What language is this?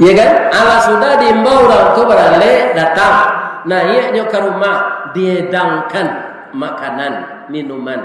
Minangkabau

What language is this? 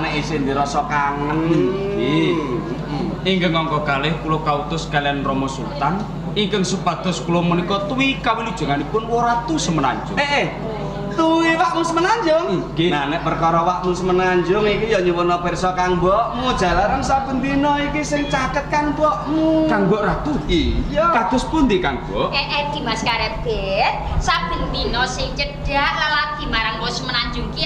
Javanese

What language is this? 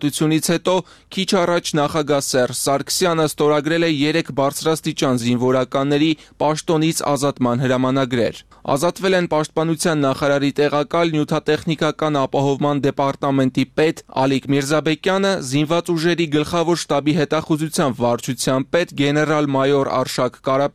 Armenian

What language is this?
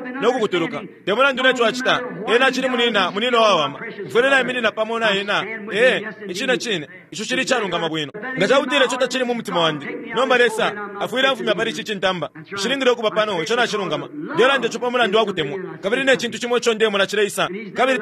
Bemba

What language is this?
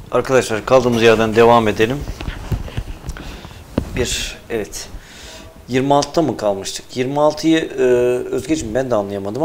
Turkish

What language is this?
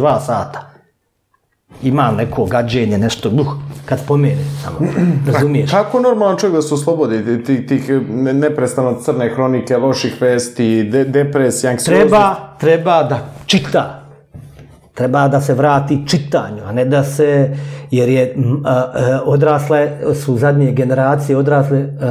Bosnian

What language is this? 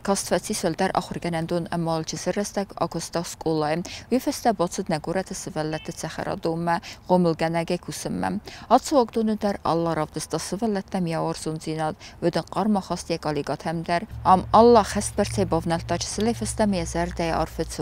Ossetic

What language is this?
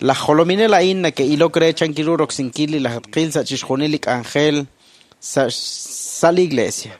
Kekchí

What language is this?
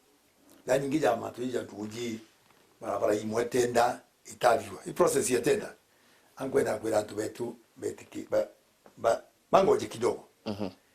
Meru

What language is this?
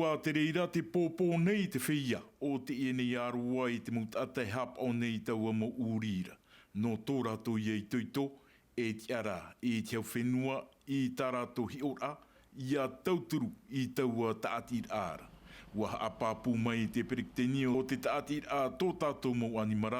Tahitian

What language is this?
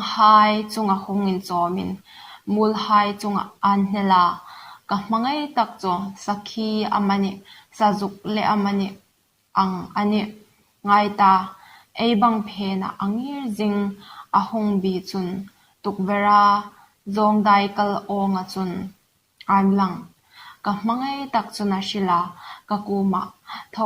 Hmar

